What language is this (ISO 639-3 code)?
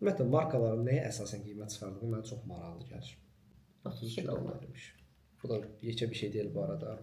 aze